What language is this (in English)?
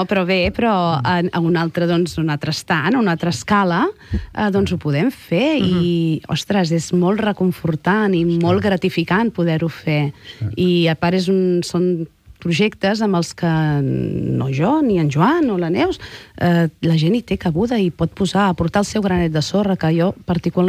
Catalan